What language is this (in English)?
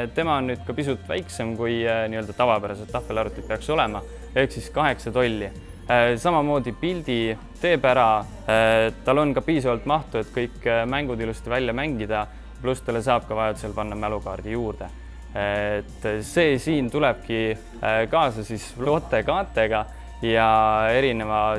Estonian